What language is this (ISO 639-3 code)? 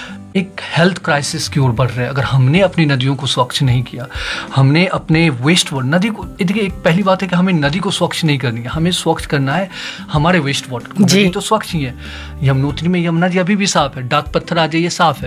hin